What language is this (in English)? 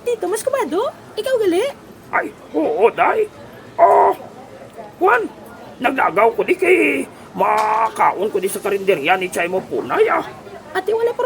Hiligaynon